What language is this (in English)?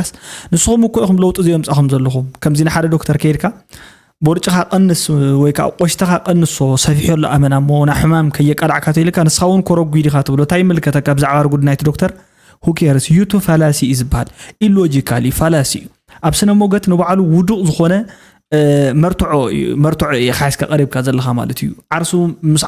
Tigrinya